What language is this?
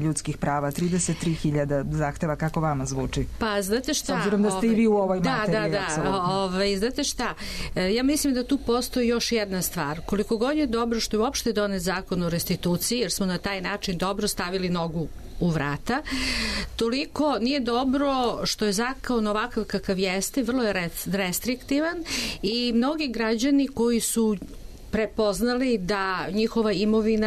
Serbian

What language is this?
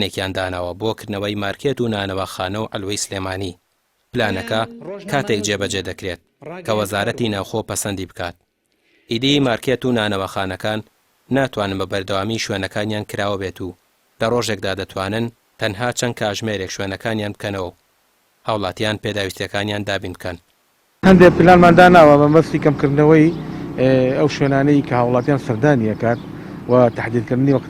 Central Kurdish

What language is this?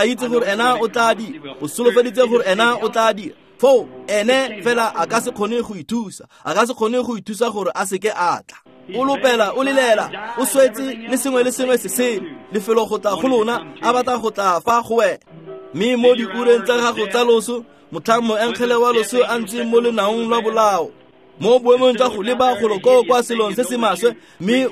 Tswana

